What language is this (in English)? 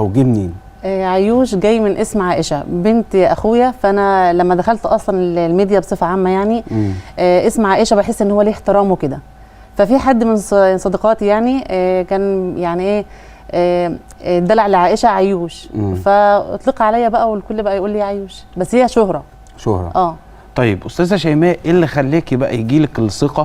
Egyptian Arabic